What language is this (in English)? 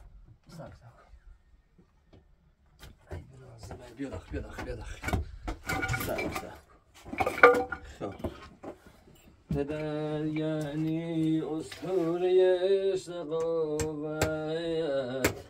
Persian